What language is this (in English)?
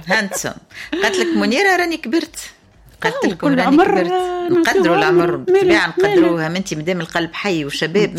Tunisian Arabic